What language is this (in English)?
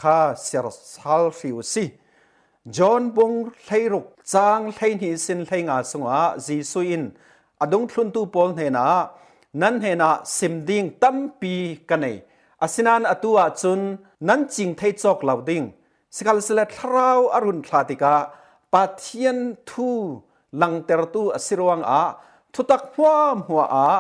Falam Chin